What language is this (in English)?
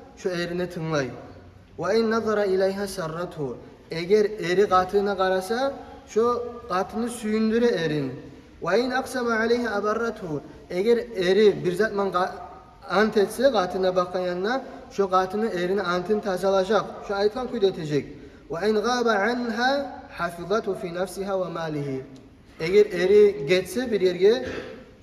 Kumyk